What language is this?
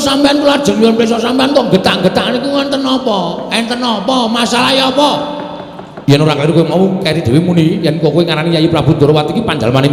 Javanese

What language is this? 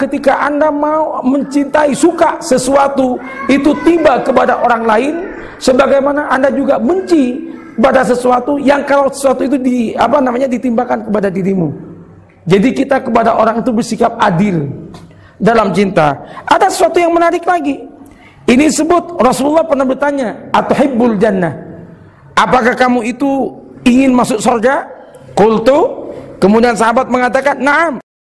Indonesian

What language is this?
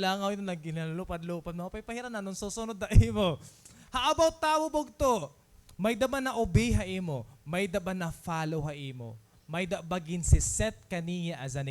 Waray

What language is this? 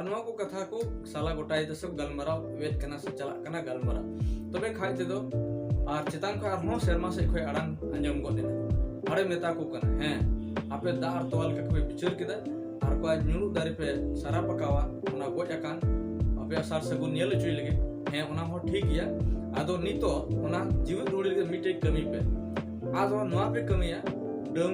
Santali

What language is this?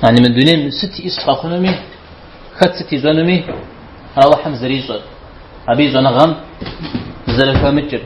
Kabardian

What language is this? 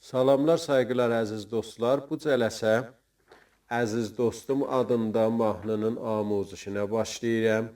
South Azerbaijani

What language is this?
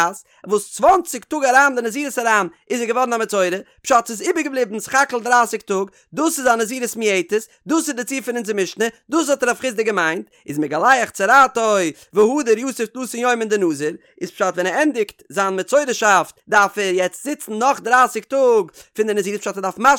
Yiddish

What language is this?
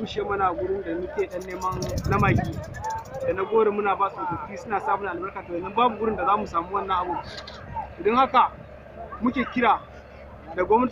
Hausa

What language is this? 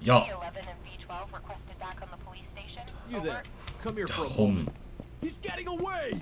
Swiss German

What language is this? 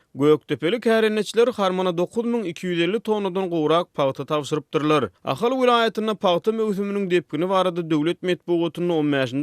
Turkmen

